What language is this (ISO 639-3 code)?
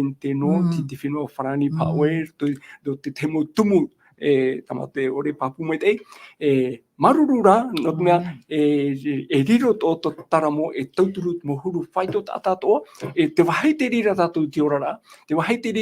tah